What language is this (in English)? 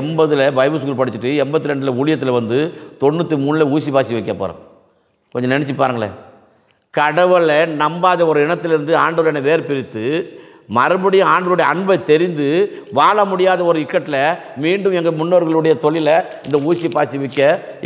Tamil